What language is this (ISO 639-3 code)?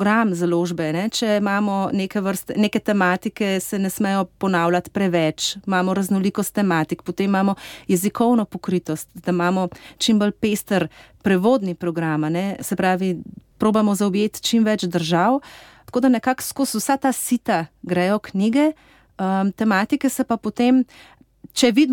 slv